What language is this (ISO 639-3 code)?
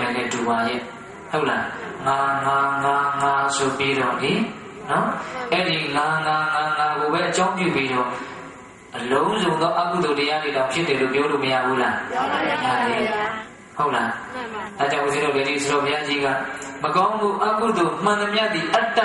mya